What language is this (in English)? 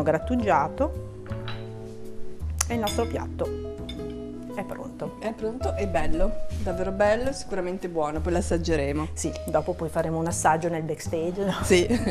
Italian